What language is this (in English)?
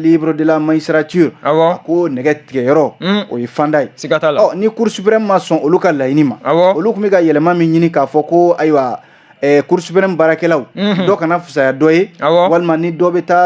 Bambara